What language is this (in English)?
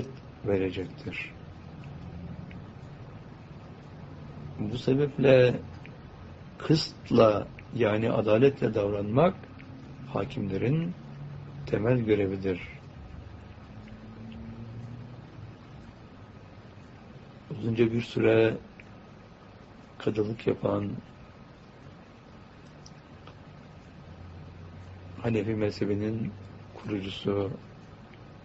Turkish